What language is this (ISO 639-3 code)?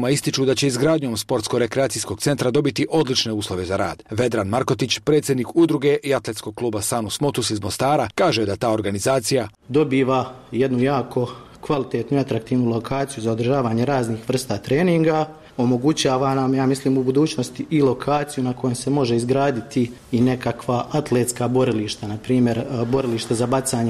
bos